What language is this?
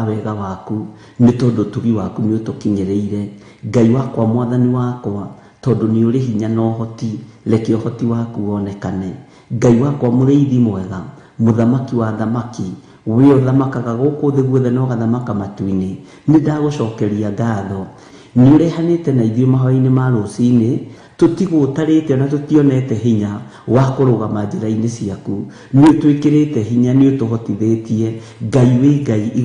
Kikuyu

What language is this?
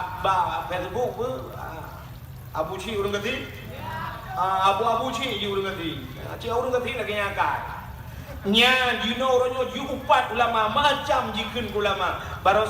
Achinese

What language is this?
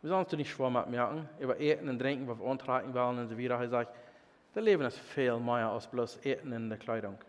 Plautdietsch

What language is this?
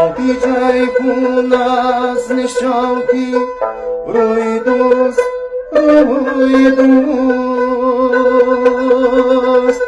Tajik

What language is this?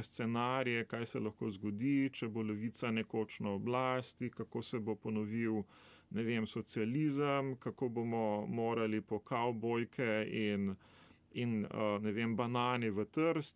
Slovenian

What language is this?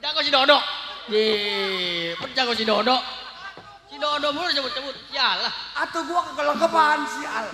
Betawi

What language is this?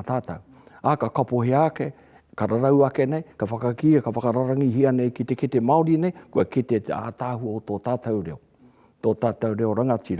Māori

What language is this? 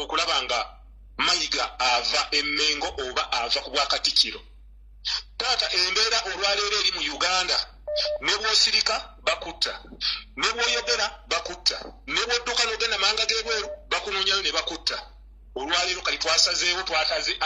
Ganda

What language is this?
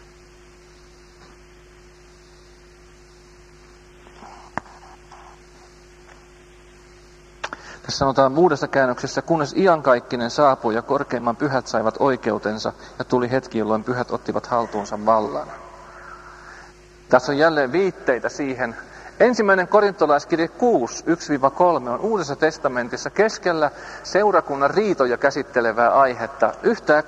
Finnish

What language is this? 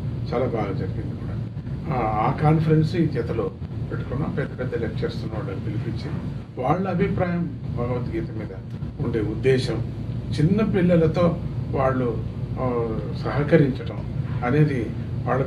Telugu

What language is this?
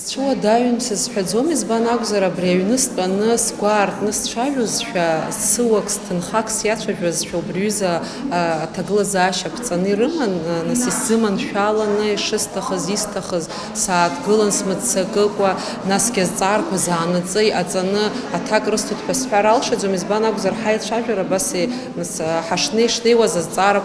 Abkhazian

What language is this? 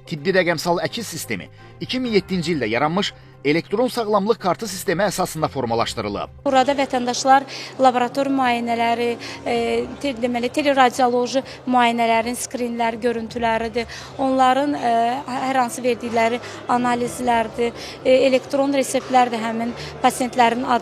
Azerbaijani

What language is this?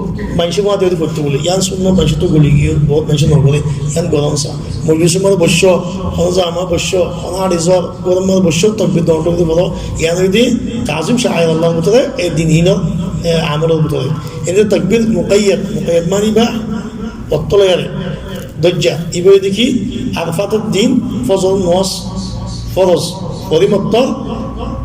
Rohingya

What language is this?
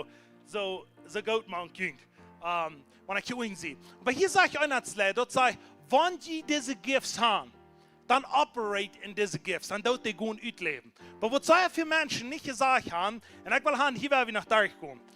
Plautdietsch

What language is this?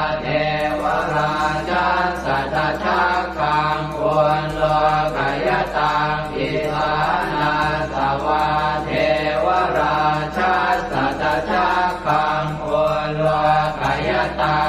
Pali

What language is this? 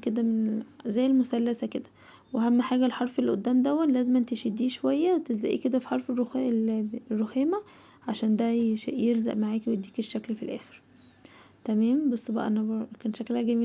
Egyptian Arabic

